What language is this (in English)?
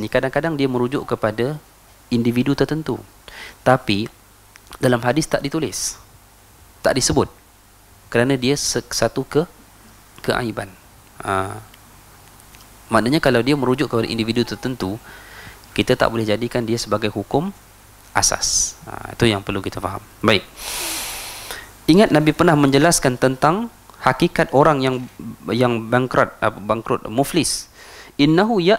Malay